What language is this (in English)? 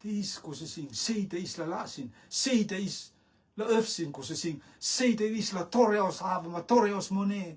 Rotuman